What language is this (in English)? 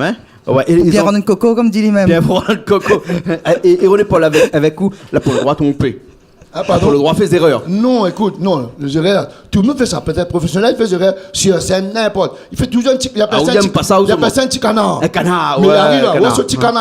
Réunion Creole French